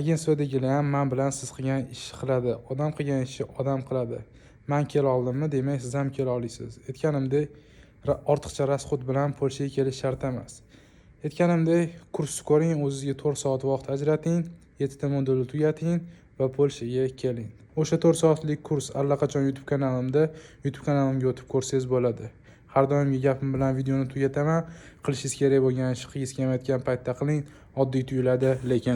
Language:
Uzbek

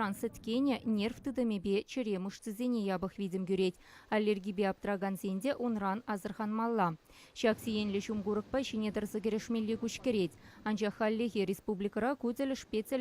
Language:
Chuvash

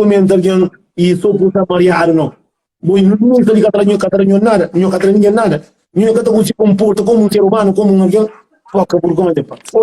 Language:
Kabuverdianu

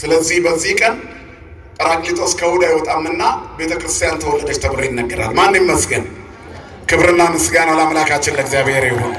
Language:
Amharic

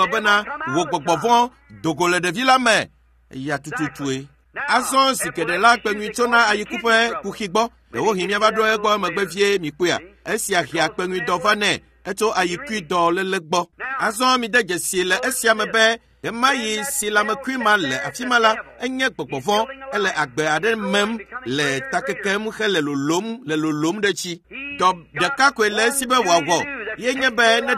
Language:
Ewe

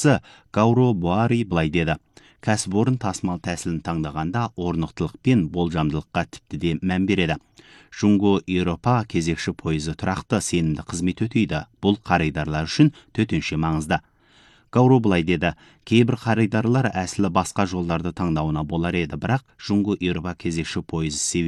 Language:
Kazakh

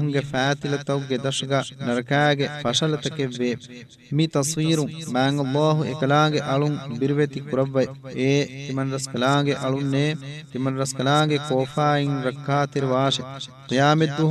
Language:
Divehi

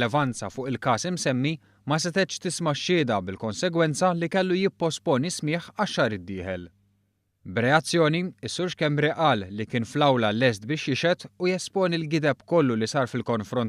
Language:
Maltese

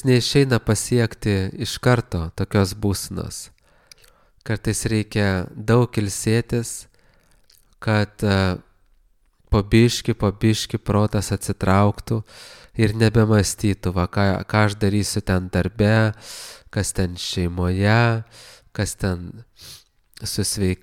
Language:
Lithuanian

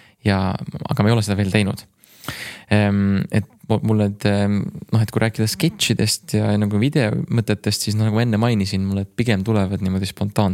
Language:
Estonian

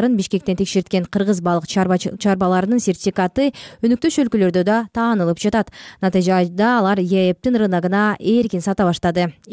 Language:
Kyrgyz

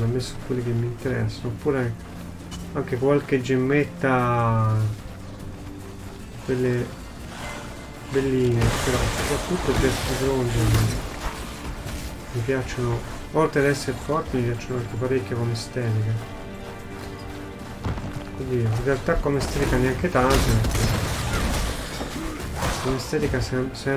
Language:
Italian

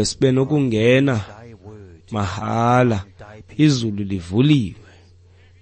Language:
Xhosa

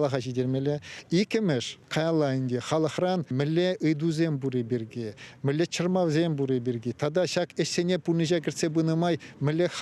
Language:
Chuvash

